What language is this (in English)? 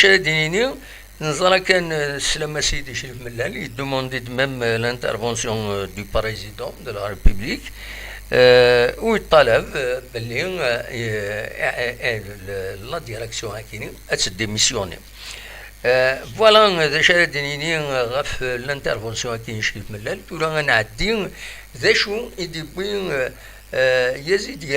Kabyle